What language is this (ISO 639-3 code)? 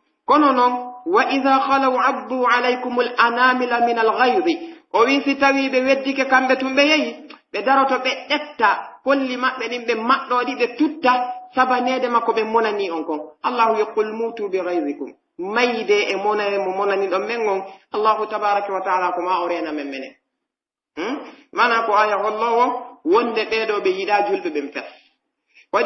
fuf